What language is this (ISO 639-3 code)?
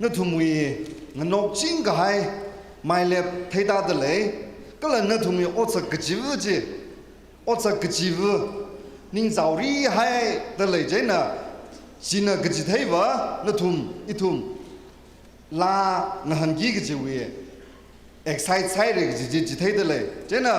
nmf